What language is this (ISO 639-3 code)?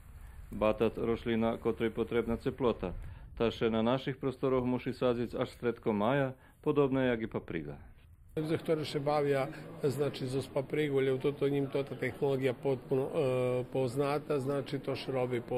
rue